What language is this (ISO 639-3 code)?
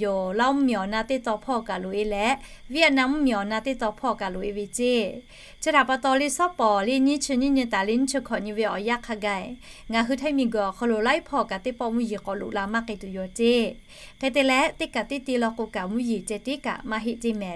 lhu